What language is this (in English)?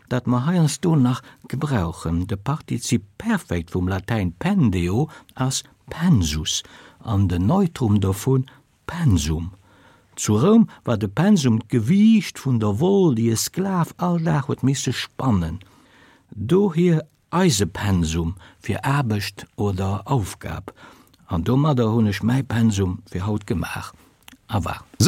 Luxembourgish